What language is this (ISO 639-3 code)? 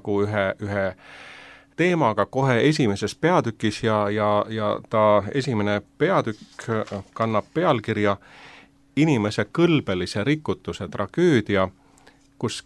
est